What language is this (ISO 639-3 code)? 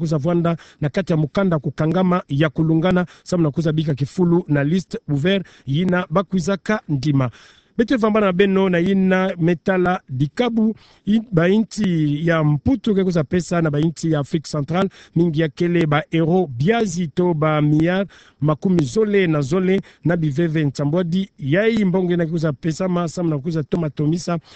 ktu